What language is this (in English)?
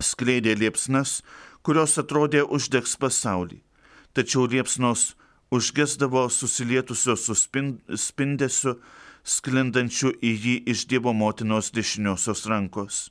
Lithuanian